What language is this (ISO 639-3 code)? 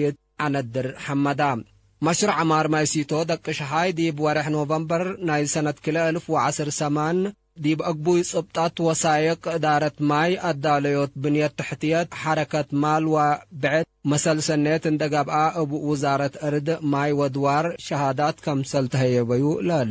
tig